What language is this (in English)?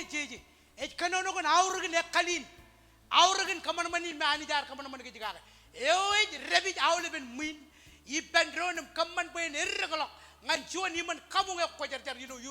Marshallese